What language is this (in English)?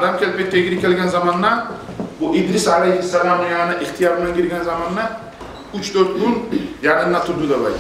Kumyk